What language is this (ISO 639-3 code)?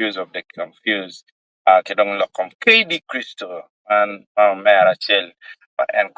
ach